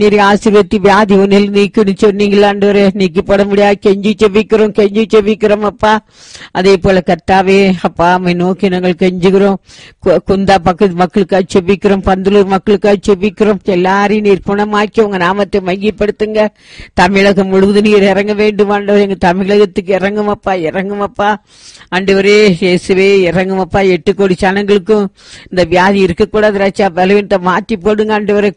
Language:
Tamil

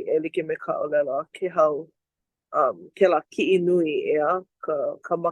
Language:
Hawaiian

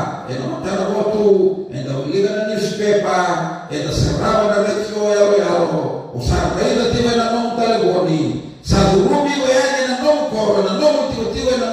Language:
Fijian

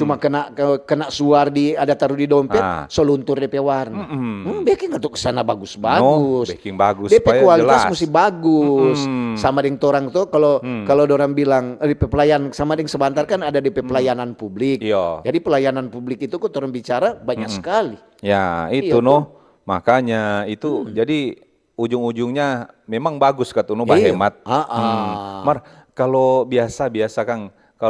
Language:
Manado Malay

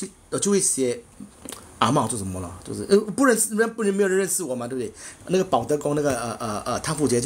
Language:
Chinese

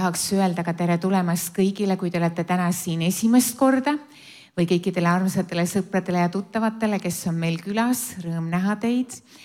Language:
Estonian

